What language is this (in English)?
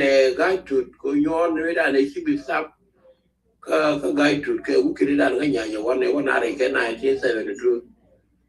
Nuer